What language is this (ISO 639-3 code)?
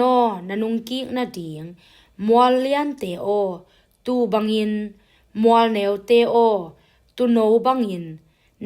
ctd